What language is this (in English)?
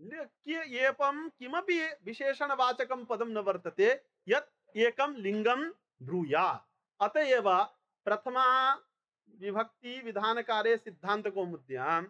Sanskrit